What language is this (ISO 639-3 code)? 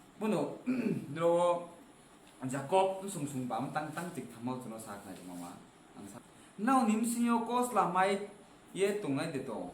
ria